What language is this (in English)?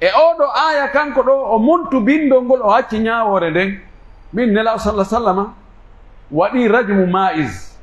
Pular